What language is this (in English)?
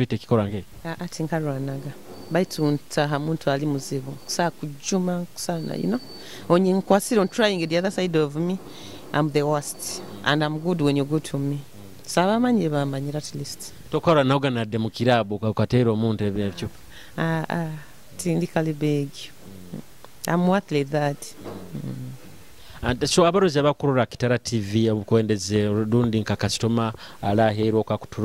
Nyoro